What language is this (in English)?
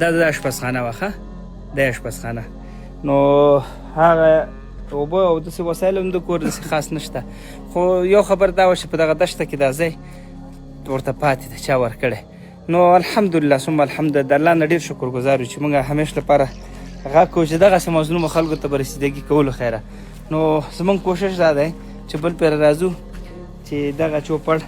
Pashto